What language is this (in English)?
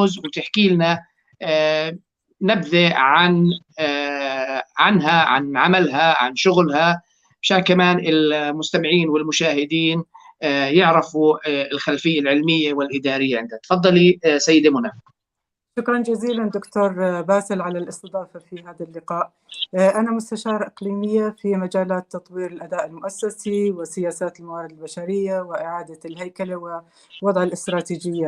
North Levantine Arabic